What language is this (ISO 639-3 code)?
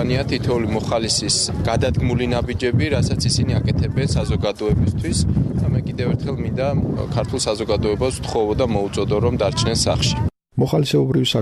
kat